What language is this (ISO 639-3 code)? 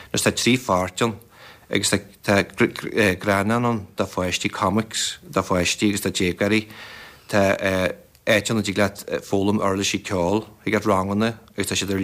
gle